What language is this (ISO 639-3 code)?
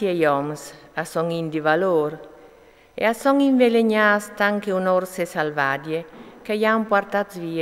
fur